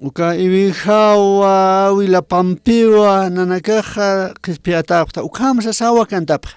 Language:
Aymara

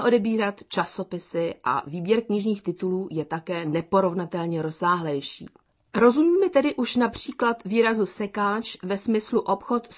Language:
Czech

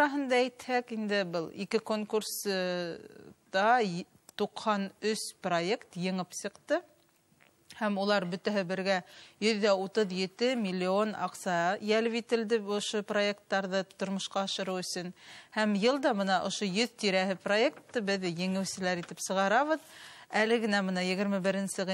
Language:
Bashkir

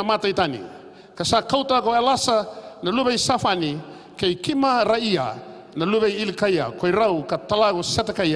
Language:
Fijian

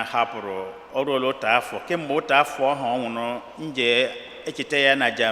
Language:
Igbo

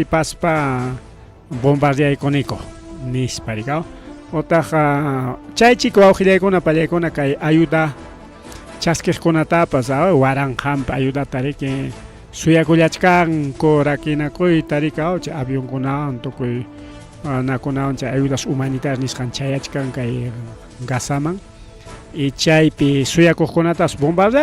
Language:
Ayacucho Quechua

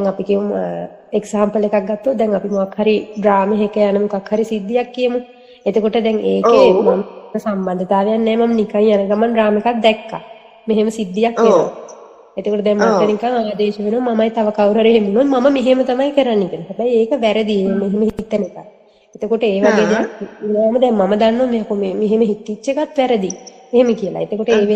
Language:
Sinhala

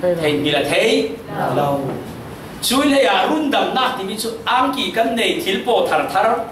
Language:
Falam Chin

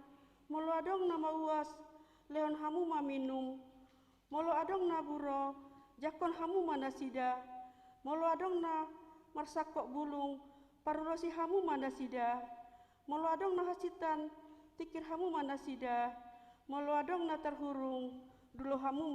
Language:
Batak Toba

